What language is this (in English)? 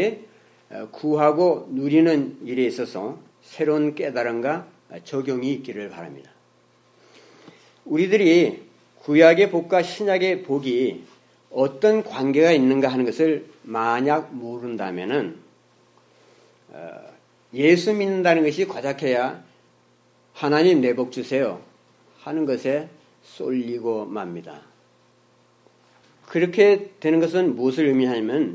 Korean